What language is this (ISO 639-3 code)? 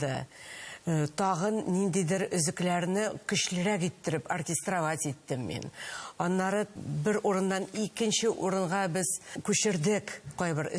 tat